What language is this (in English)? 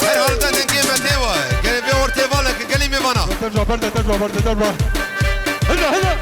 Kurdish